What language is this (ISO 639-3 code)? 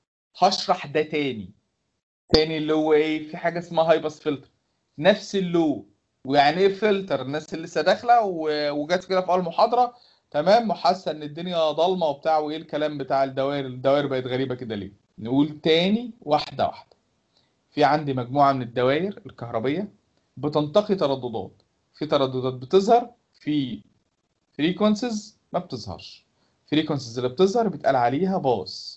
arz